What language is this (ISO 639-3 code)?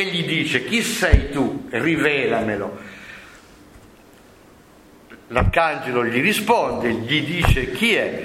ita